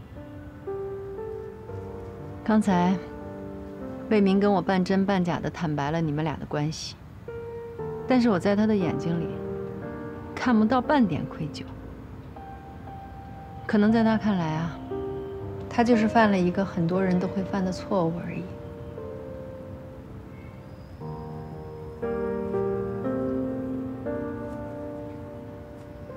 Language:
Chinese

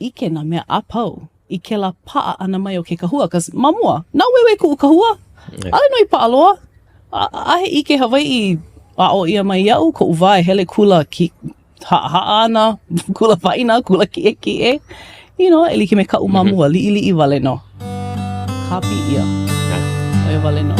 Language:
Hawaiian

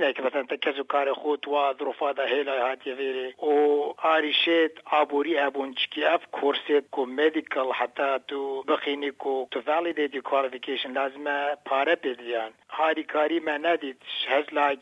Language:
Kurdish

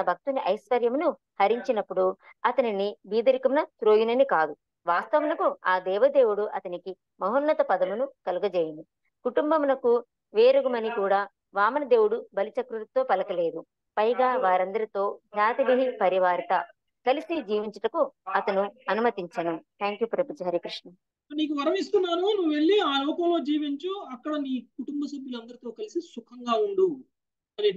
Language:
Telugu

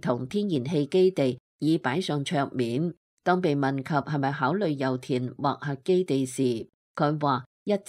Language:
Cantonese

